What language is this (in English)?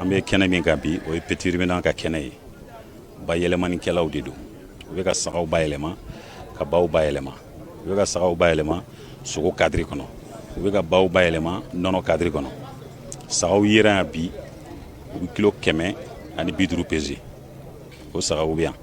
Bambara